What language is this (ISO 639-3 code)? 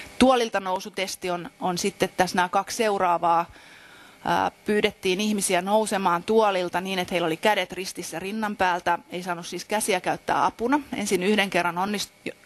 fin